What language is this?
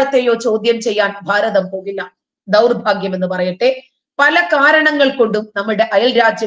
Malayalam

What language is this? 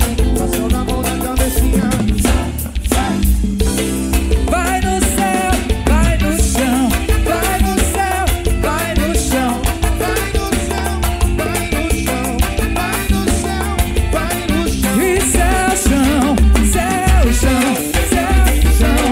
Portuguese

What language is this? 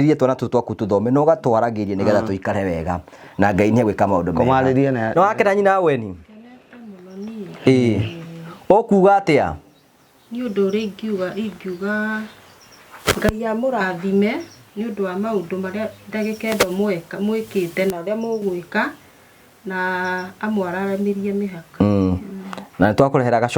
Kikuyu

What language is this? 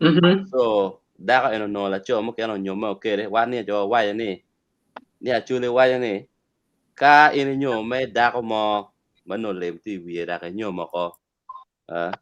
Acoli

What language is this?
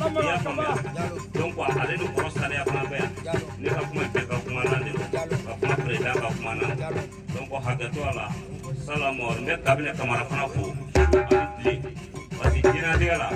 Bambara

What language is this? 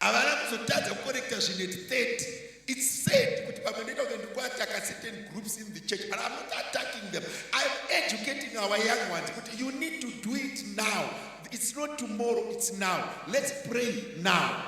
Shona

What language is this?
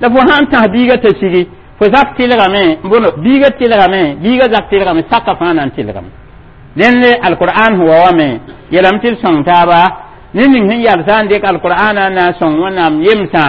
Mossi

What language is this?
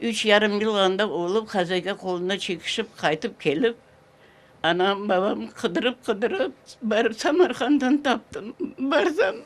Crimean Tatar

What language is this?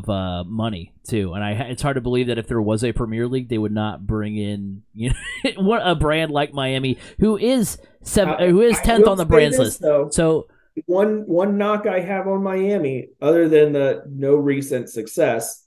English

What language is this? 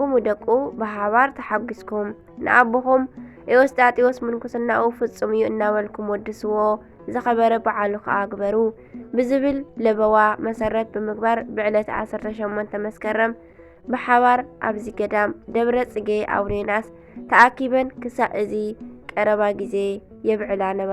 Tigrinya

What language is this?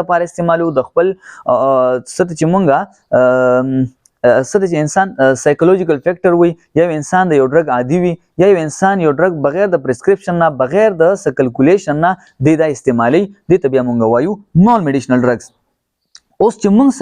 Pashto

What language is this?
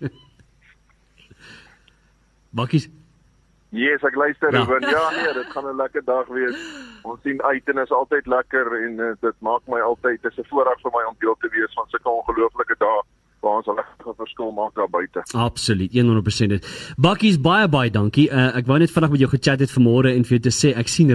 Afrikaans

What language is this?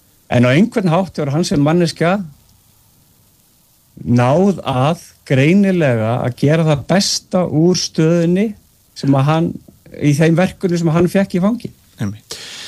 Icelandic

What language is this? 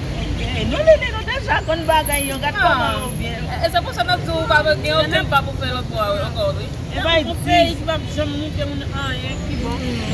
Haitian Creole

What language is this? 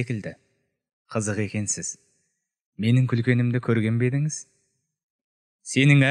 Kazakh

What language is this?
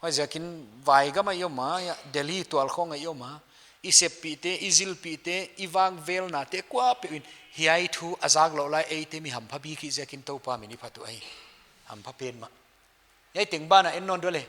Paite Chin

